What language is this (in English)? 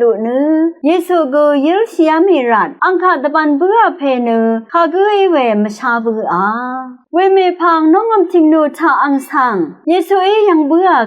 Rawang